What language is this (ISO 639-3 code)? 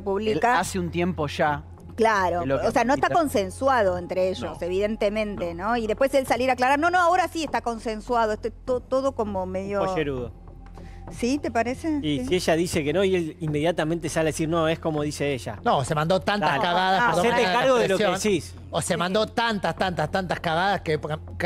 spa